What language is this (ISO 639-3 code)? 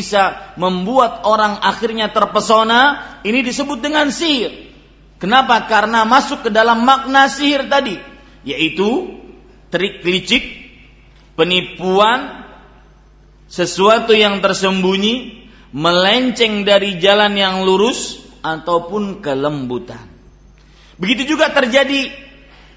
ind